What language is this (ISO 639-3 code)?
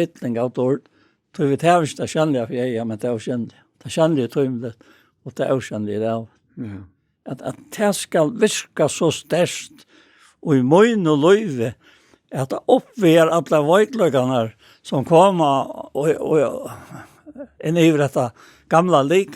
fao